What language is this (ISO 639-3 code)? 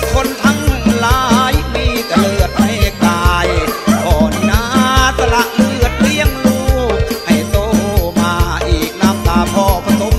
tha